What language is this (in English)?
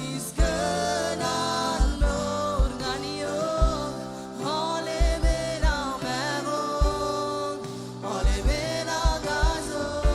Marshallese